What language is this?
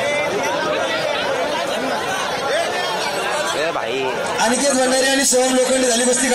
Marathi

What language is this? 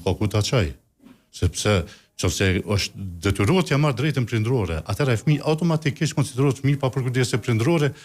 Albanian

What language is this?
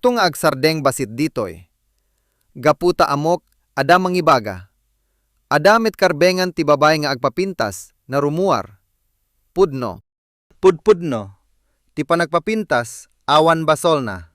Iloko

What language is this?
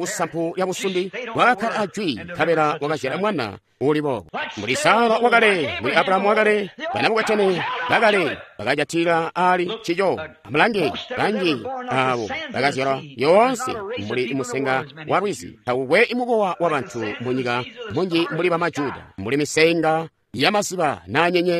Tonga (Zambia)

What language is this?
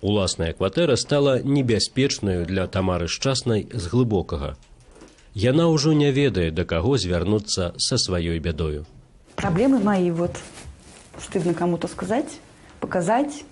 Belarusian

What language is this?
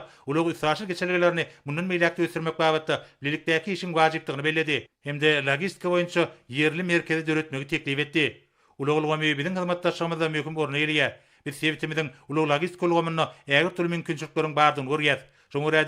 Turkmen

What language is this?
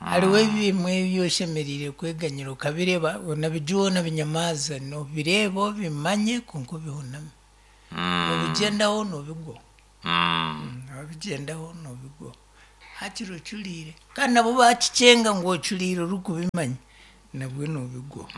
Nyankole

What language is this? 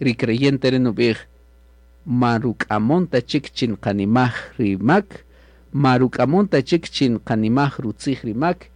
Kaqchikel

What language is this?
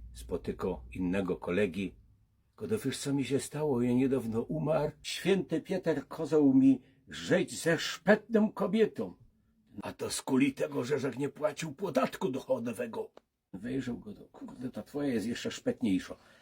Silesian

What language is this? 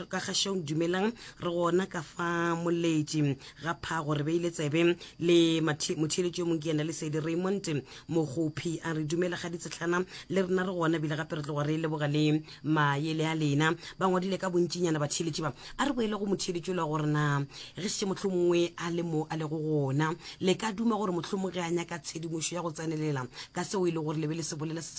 Northern Sotho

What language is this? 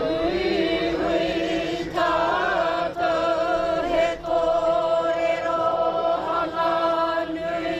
Māori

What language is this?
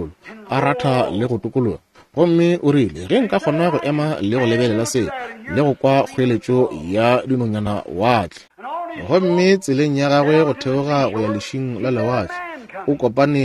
Northern Sotho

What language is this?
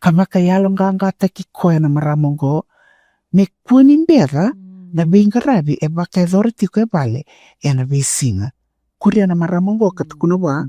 Fijian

